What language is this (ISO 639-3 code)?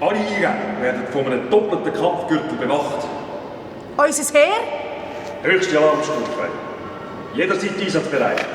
gsw